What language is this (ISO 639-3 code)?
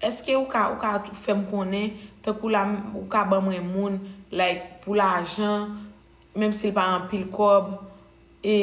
hat